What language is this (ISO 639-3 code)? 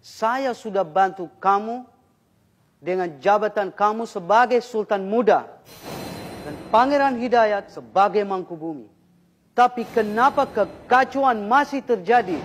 bjn